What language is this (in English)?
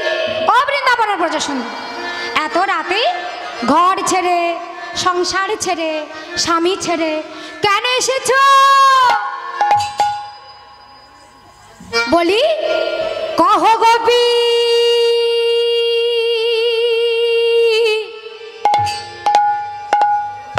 Bangla